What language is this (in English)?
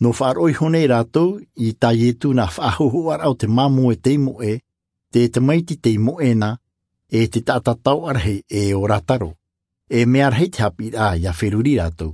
Tahitian